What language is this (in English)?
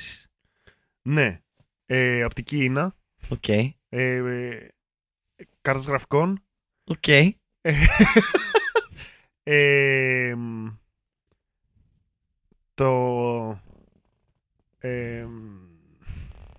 Greek